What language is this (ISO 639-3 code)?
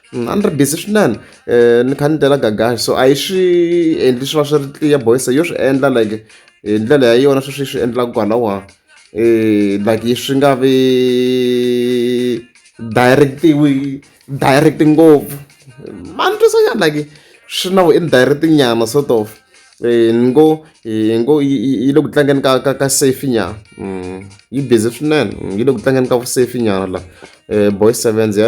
tso